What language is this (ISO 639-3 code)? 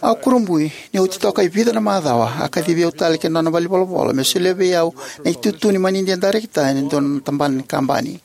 fij